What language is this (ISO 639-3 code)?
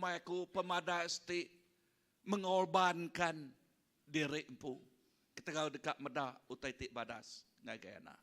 iba